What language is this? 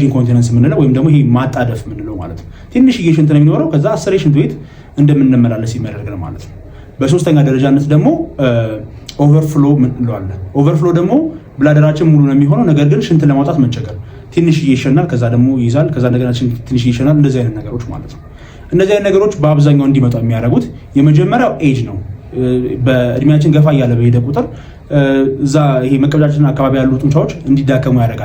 Amharic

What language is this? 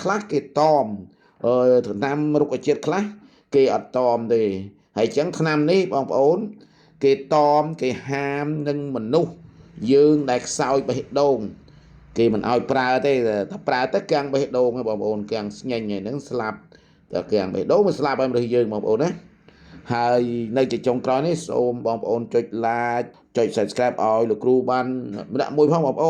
Khmer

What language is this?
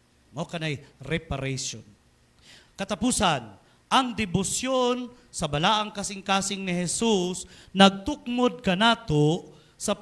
Cebuano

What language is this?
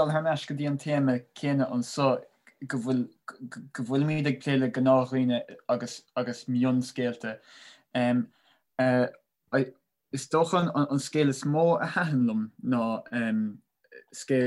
Irish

